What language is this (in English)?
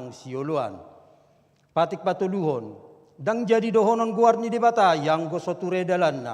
Batak Toba